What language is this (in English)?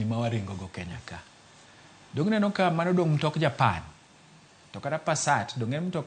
Luo (Kenya and Tanzania)